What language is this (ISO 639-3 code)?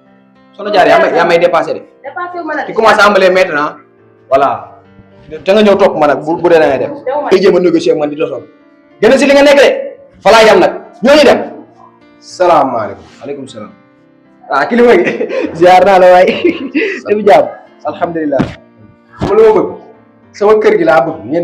wol